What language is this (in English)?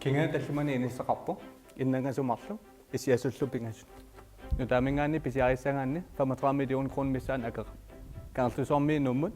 Kalaallisut